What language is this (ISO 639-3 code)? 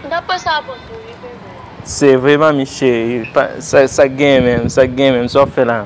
hat